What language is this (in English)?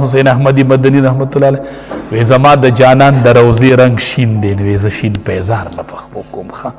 Pashto